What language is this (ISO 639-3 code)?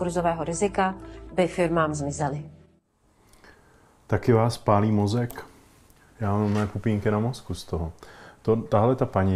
ces